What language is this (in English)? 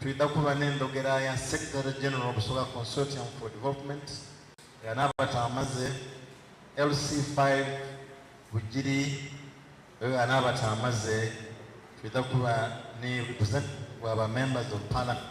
Soga